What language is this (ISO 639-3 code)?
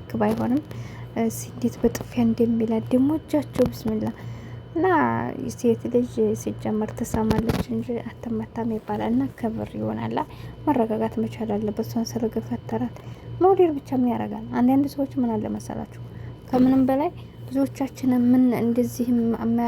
amh